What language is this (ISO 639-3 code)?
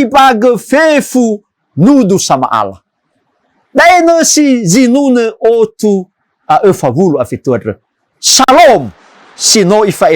nia